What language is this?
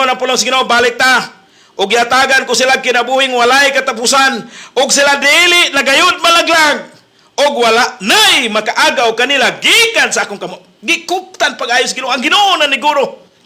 Cebuano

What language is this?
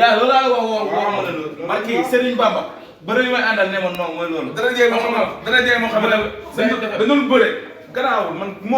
Wolof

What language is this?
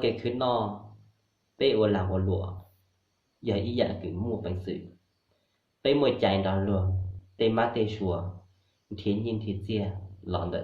Hmong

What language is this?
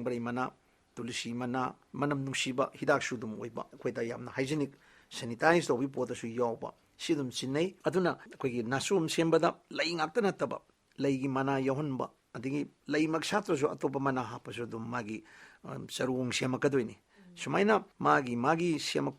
Manipuri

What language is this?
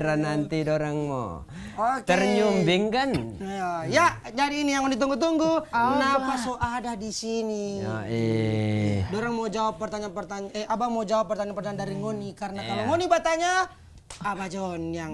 Manado Malay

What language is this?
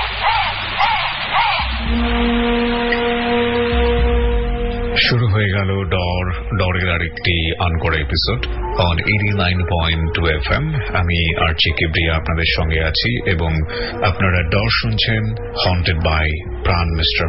Bangla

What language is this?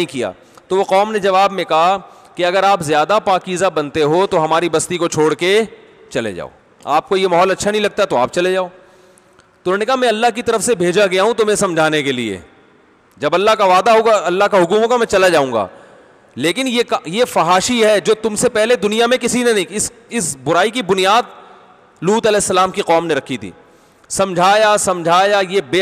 Urdu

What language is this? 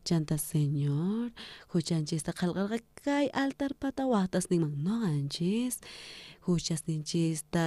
South Bolivian Quechua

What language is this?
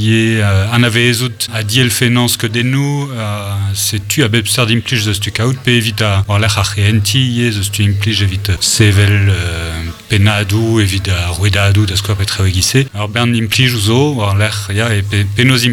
Breton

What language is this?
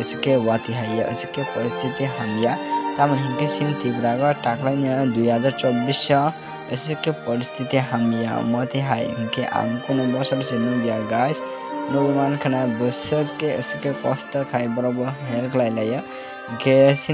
Kok Borok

